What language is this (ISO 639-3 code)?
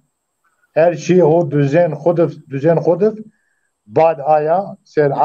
zza